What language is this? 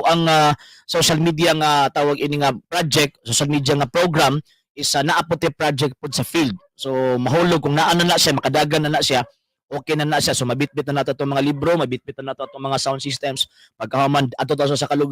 Cebuano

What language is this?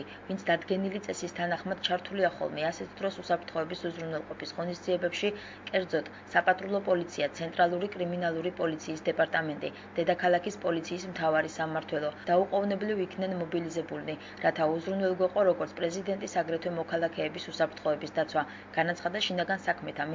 Georgian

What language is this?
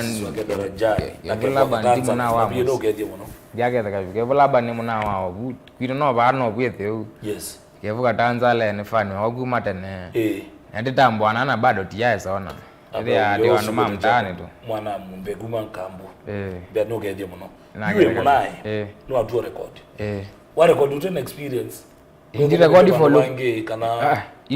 Kamba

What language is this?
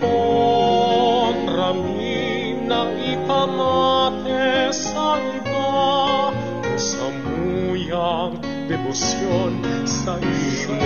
Bikol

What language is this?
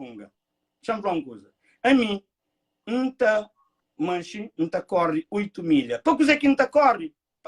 Kabuverdianu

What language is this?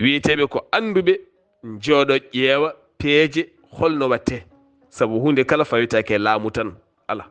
Fula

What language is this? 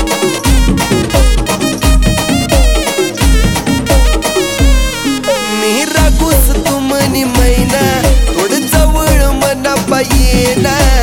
Marathi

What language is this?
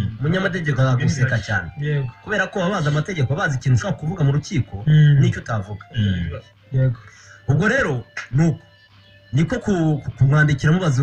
Kinyarwanda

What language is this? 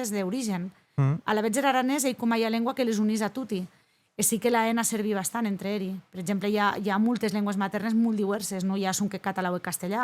Occitan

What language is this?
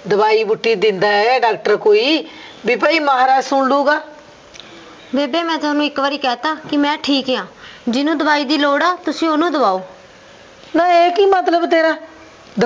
Punjabi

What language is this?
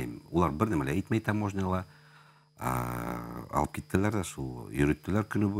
Bashkir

